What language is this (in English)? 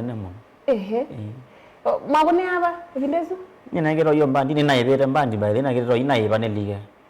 Kamba